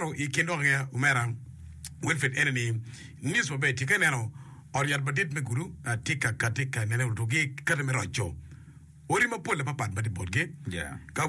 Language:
Acoli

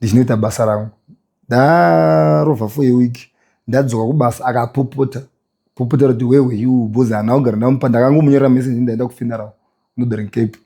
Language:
Shona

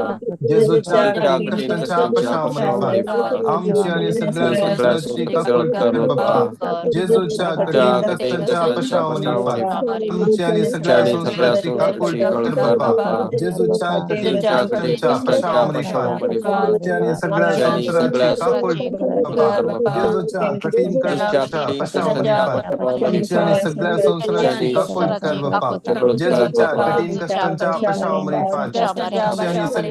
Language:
Konkani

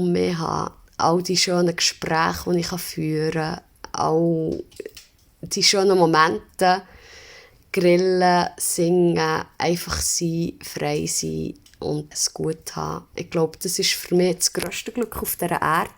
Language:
Swiss German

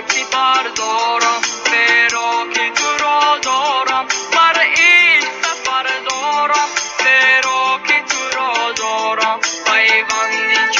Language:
Tajik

